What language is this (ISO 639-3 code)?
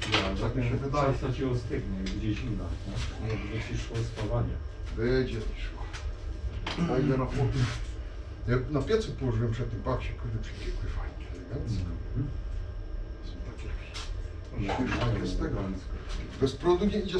pol